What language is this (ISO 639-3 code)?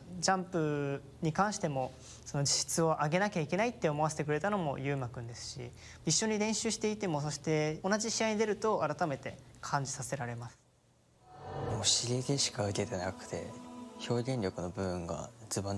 jpn